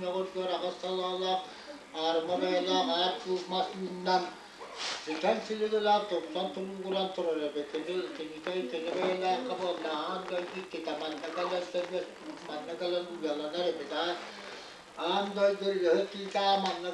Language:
Yakut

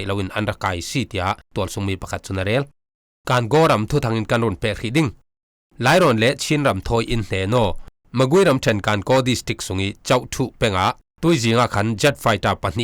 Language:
Falam Chin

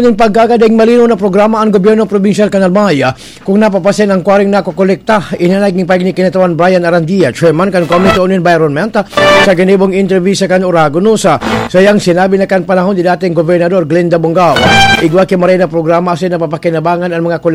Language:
Bikol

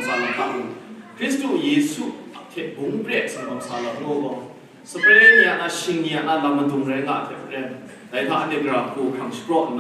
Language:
Kachin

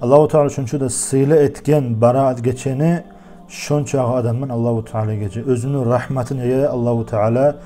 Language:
Kumyk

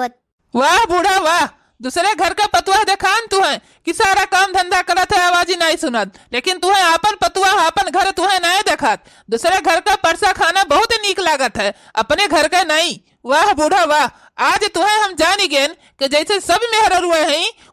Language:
Awadhi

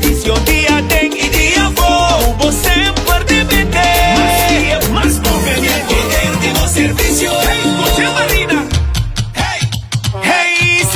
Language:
Papiamento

